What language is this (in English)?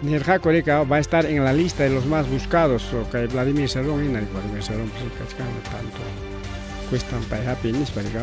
Ayacucho Quechua